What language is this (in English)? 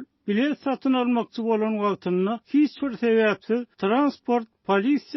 Turkmen